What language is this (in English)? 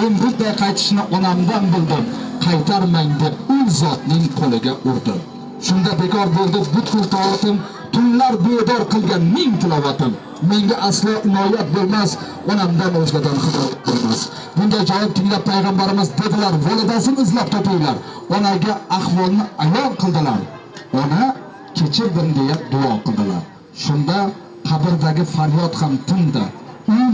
Uzbek